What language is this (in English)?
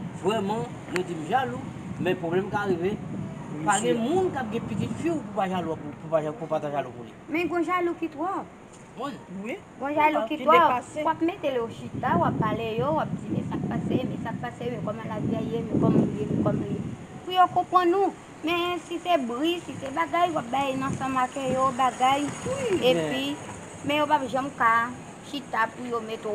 Haitian Creole